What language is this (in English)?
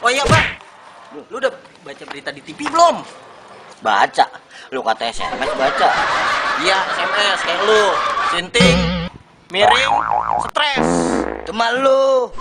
Betawi